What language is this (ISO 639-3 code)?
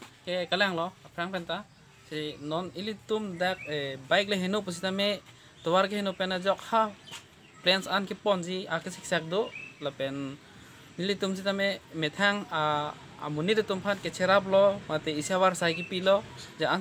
mjw